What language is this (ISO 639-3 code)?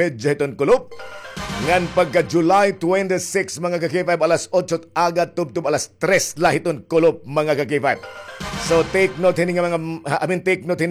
war